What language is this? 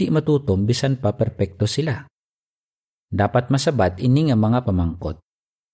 Hiligaynon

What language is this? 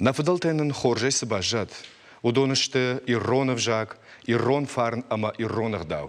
Ossetic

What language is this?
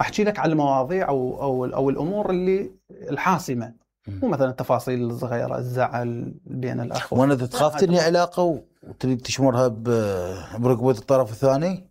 Mesopotamian Arabic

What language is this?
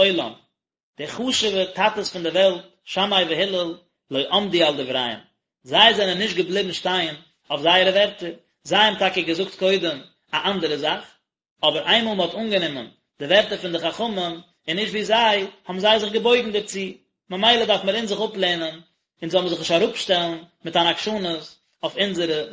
Yiddish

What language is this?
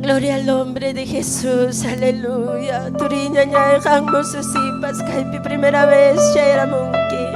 Ayacucho Quechua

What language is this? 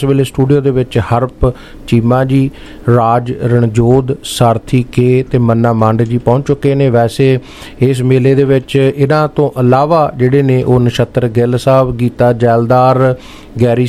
Punjabi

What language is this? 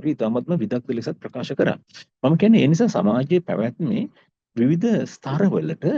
Sinhala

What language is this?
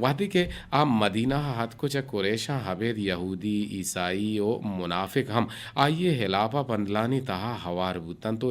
Eastern Balochi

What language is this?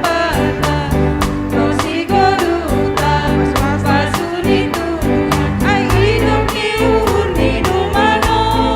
Batak Simalungun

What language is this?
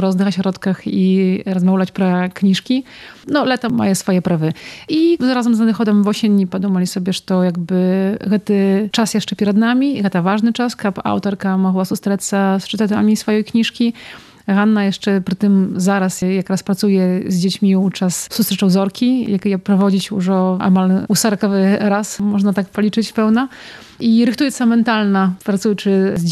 Belarusian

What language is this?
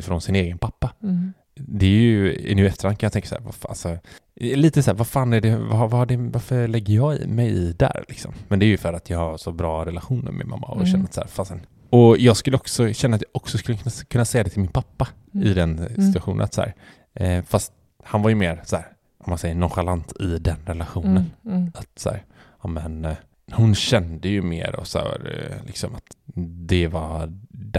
Swedish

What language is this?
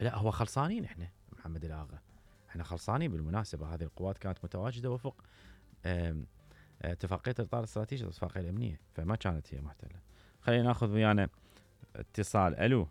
Mesopotamian Arabic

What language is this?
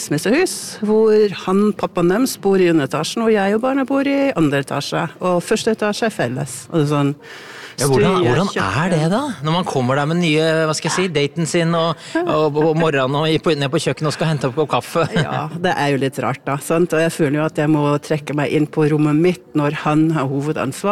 Norwegian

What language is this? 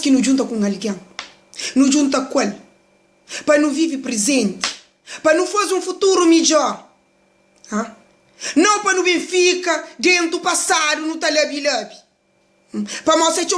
Kabuverdianu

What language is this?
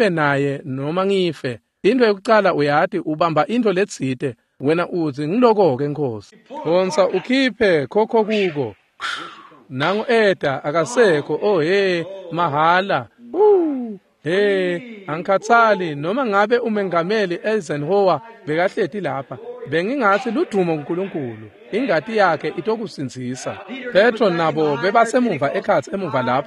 Swati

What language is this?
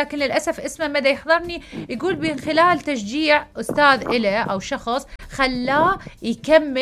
Mesopotamian Arabic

